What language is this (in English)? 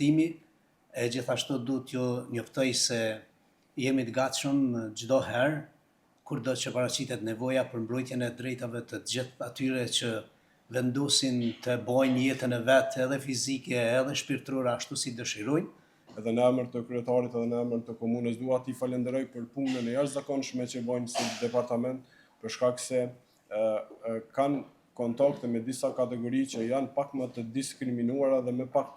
Albanian